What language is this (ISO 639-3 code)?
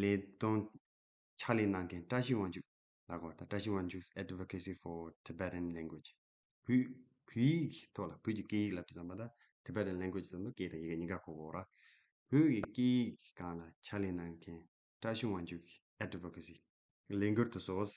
bod